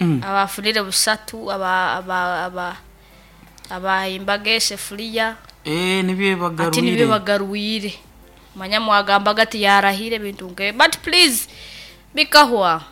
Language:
Nyoro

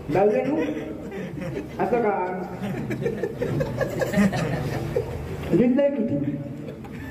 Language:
Marathi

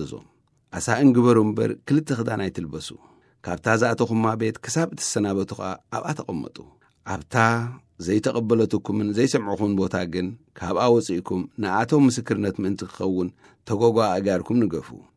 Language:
Tigrinya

